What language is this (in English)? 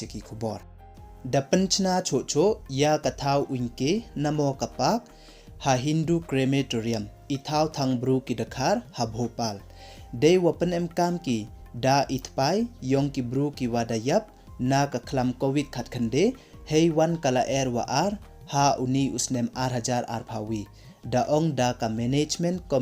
Pnar